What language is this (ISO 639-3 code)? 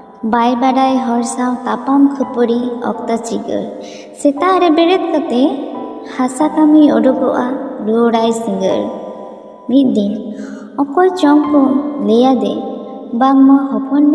sat